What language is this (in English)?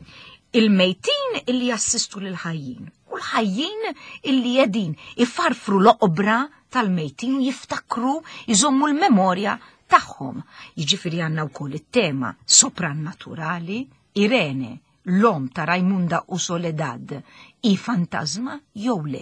Maltese